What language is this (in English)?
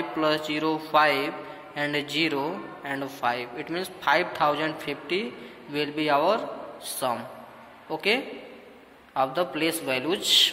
Hindi